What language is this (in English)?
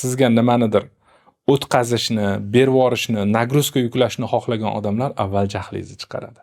Uzbek